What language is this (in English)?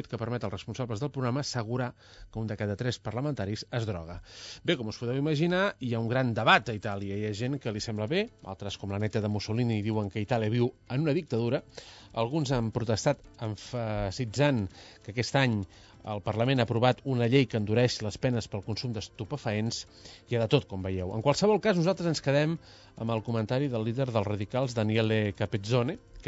Catalan